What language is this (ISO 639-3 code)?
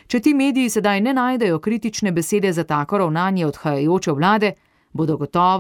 slv